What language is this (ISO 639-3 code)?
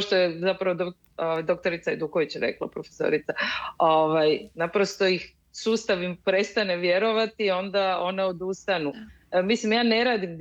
hrv